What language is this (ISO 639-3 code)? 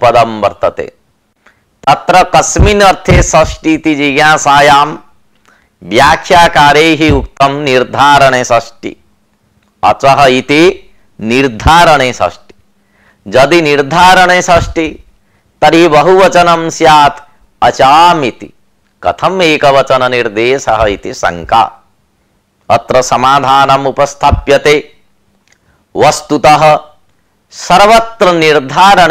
san